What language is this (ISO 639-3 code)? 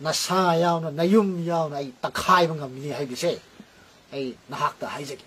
mni